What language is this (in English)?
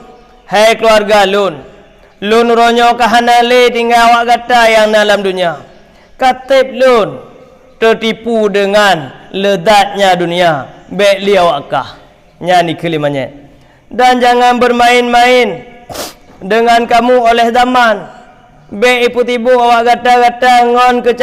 Achinese